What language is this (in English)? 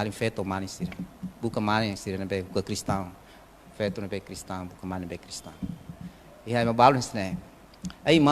Tetum